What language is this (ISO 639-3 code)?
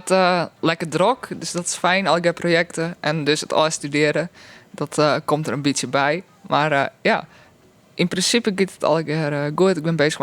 fry